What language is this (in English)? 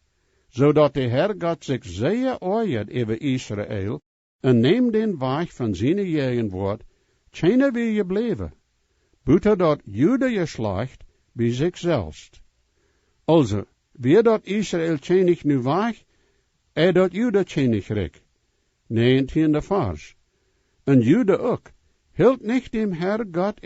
Plautdietsch